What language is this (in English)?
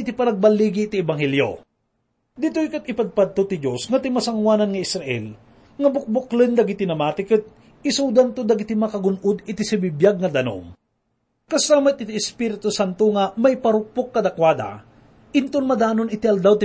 Iloko